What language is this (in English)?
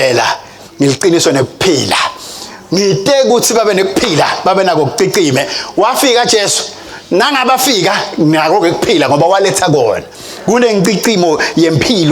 Swati